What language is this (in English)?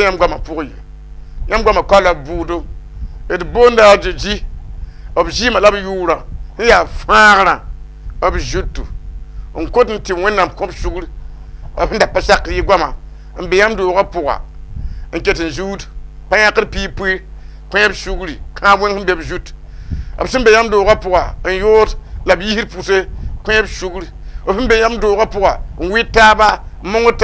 Mossi